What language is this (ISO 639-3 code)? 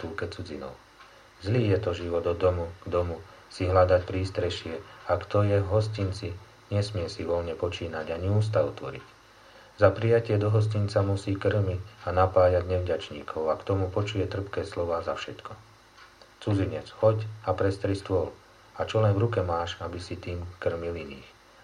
slk